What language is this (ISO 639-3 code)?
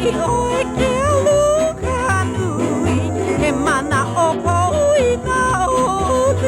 haw